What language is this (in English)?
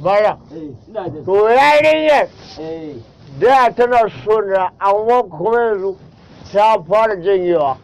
Hausa